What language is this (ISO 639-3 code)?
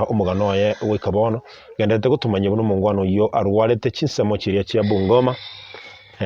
guz